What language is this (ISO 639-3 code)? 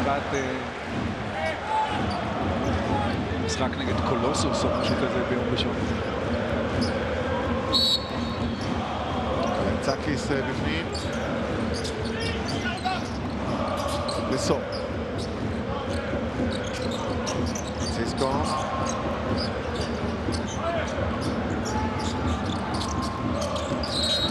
heb